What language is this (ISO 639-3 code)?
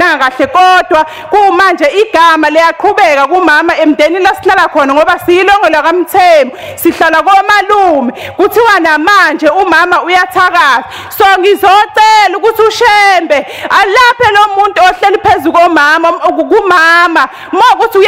zul